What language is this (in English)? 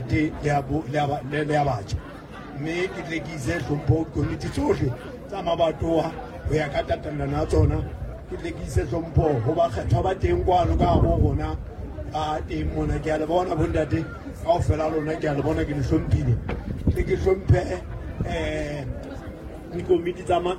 Southern Sotho